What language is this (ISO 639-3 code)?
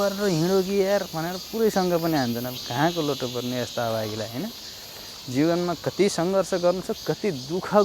nep